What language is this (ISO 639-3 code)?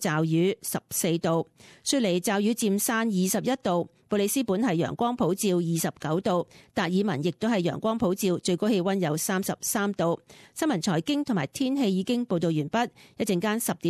yue